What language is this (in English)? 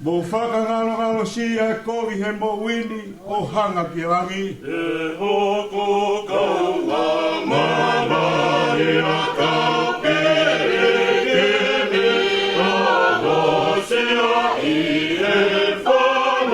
Tongan